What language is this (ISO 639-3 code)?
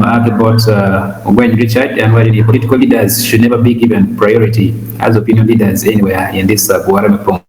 ach